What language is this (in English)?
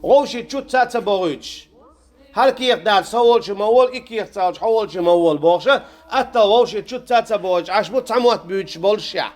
Chechen